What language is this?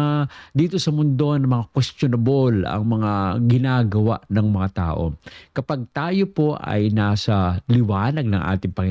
Filipino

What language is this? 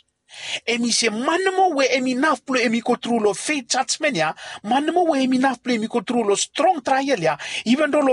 Bislama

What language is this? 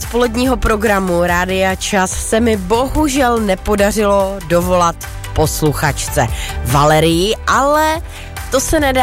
Czech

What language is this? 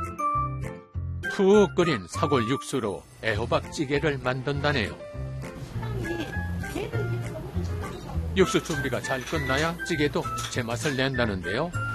Korean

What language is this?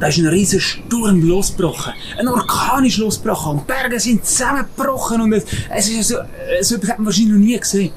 Swiss German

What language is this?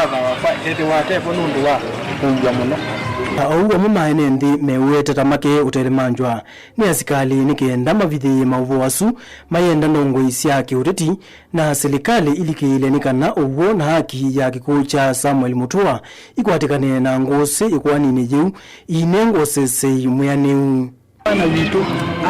Kamba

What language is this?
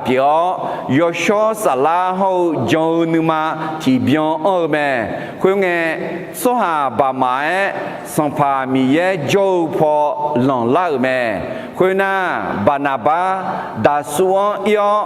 Akha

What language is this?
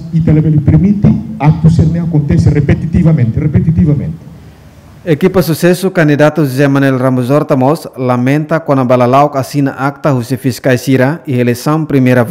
Tetum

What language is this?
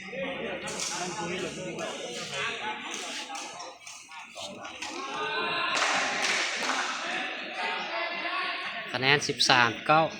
Lao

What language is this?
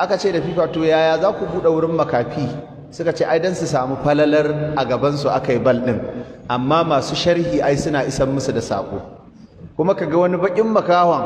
Hausa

